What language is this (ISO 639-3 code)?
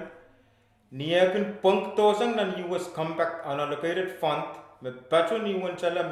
pon